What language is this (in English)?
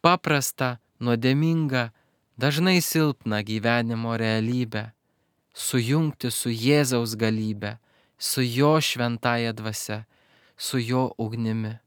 Lithuanian